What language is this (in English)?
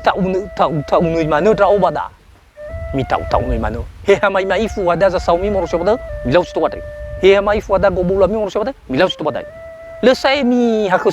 Nias